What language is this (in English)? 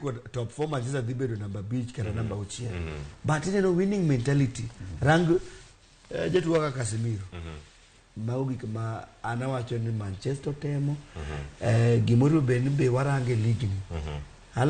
Luo (Kenya and Tanzania)